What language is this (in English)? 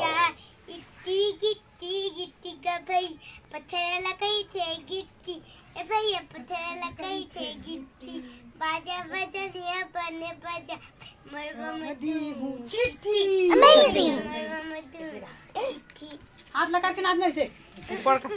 Chhattisgarhi